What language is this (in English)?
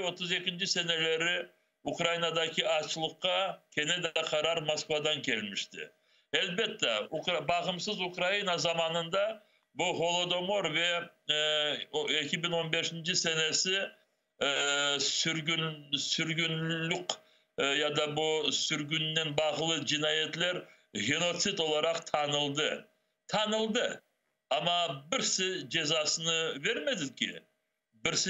Crimean Tatar